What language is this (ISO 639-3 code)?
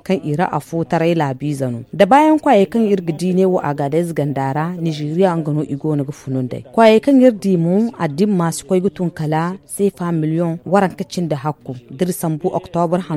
dje